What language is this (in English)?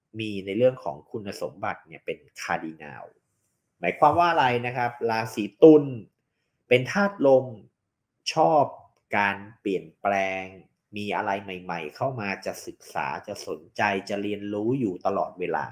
Thai